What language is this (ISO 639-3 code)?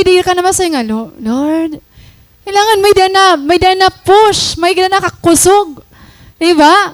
war